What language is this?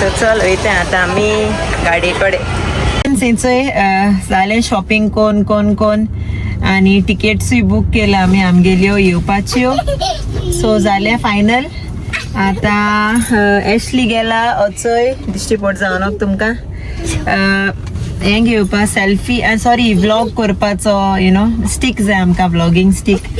Konkani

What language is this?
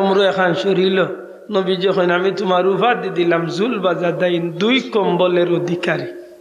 Sylheti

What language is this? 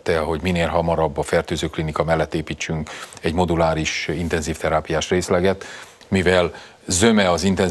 Hungarian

